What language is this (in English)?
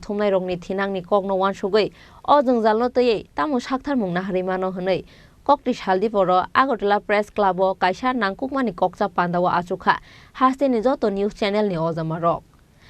Kok Borok